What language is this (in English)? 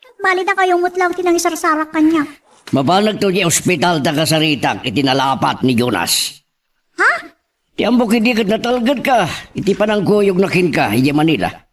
Iloko